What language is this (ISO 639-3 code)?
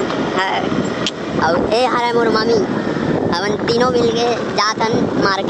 hne